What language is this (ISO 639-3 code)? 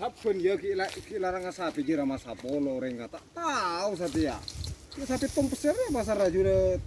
mad